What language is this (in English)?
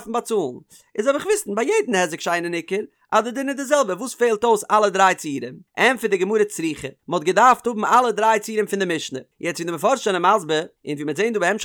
Yiddish